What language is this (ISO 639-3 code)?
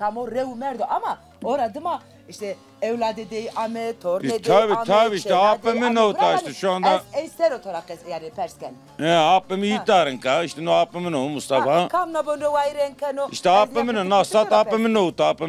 zza